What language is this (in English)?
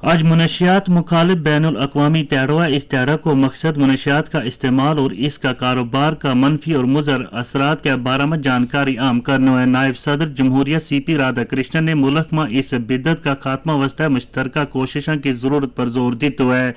Gujari